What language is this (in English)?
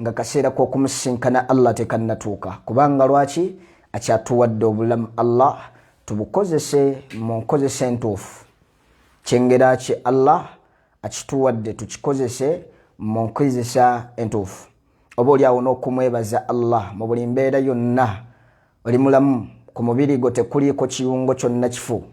Ganda